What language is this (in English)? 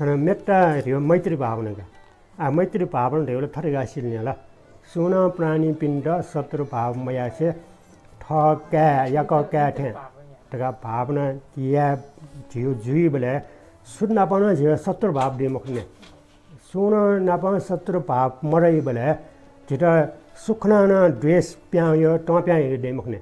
Newari